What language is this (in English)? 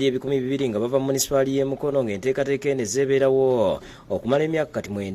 Ganda